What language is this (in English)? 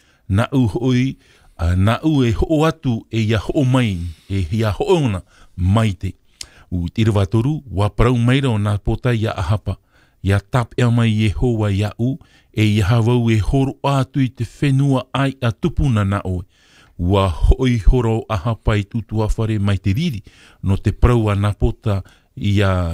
Tahitian